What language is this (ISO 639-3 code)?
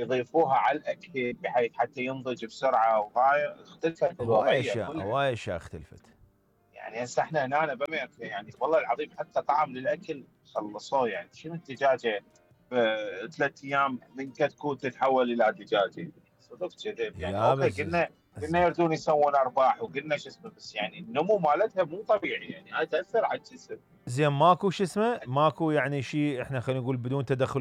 acm